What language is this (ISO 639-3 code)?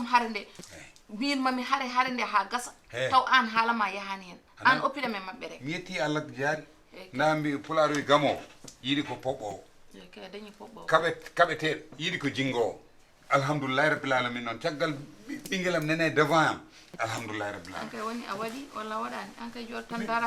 ful